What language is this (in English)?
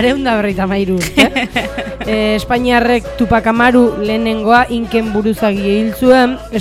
Basque